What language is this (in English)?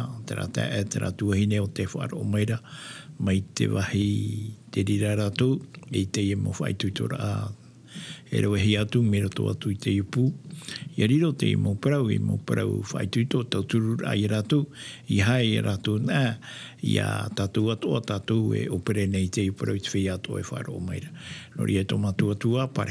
Tahitian